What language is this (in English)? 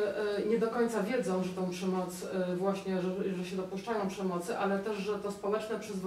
Polish